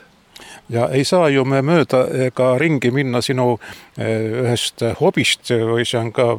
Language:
Estonian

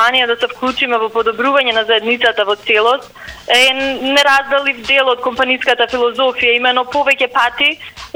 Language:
Macedonian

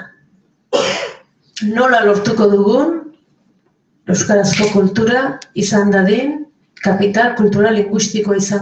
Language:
Basque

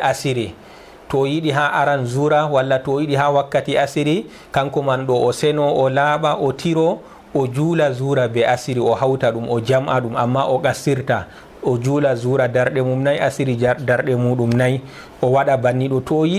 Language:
Fula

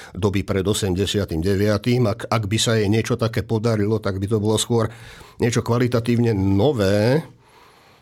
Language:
Slovak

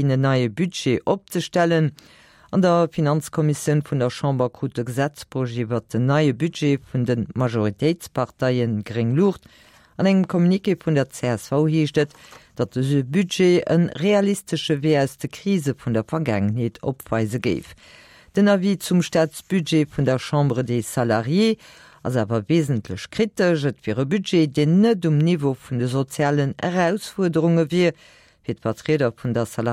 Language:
Luxembourgish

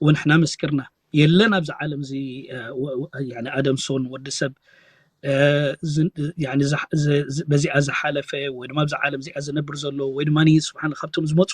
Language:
Tigrinya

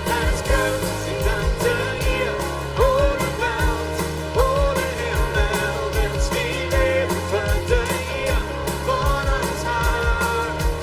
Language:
Plautdietsch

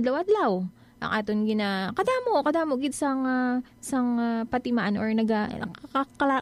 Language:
Hiligaynon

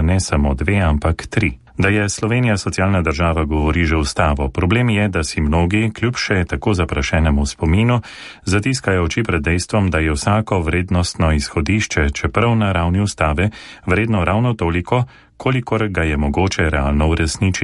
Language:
Slovenian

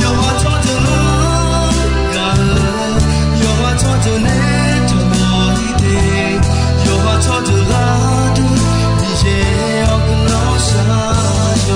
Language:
Akha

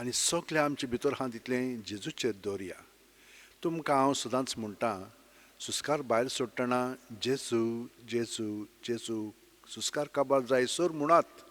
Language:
Konkani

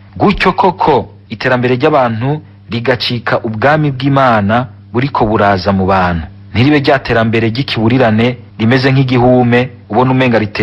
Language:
Rundi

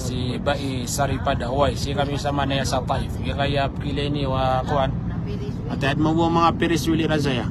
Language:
Maranao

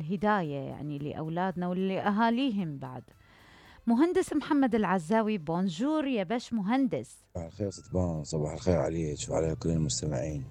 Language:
Mesopotamian Arabic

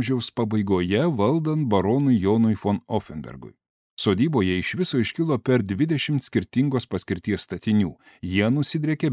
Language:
Lithuanian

